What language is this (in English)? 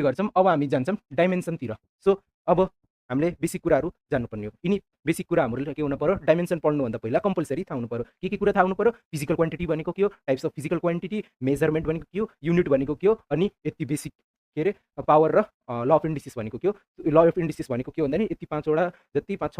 Nepali